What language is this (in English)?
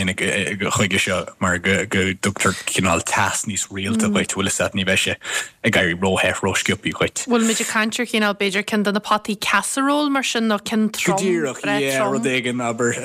Irish